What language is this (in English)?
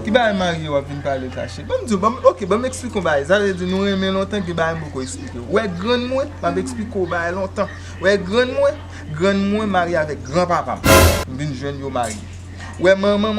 Haitian Creole